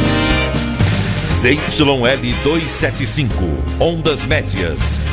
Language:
Portuguese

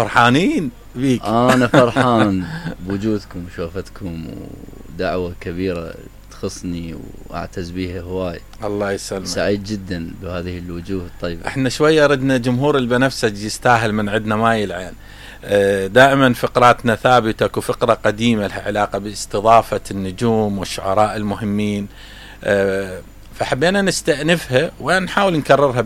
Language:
Mesopotamian Arabic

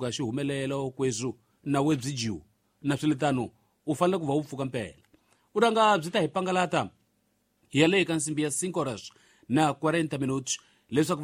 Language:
Tsonga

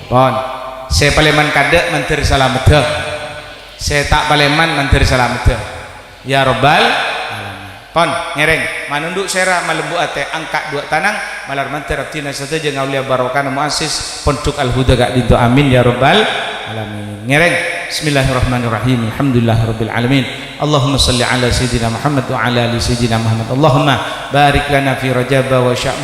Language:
Madurese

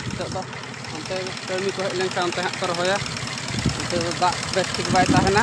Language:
Santali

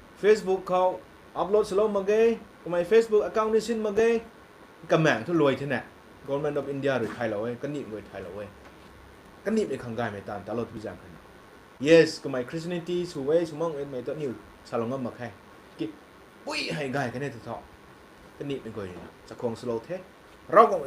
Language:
Rongmei Naga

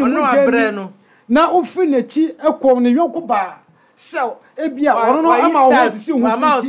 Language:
Akan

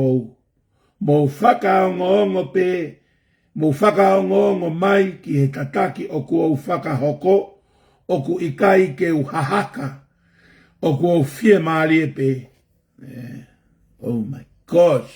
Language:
Tongan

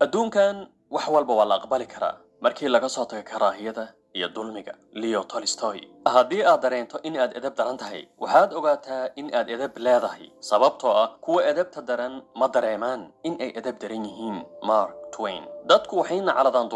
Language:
Somali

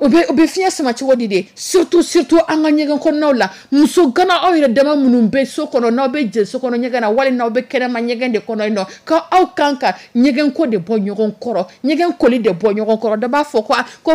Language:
Dyula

